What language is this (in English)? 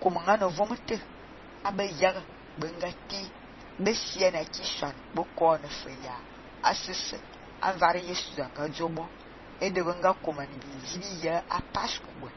Fang